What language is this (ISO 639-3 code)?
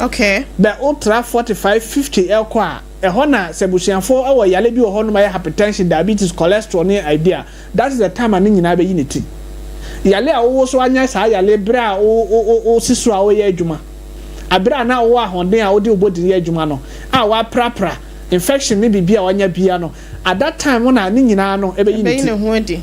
aka